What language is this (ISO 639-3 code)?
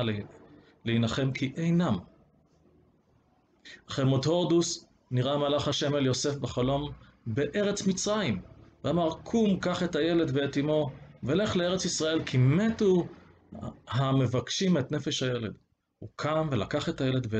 heb